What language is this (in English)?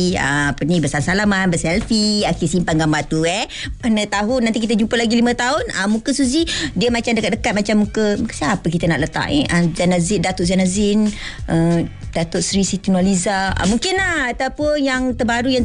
Malay